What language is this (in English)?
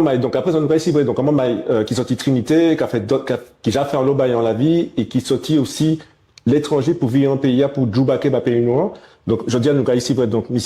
Guadeloupean Creole French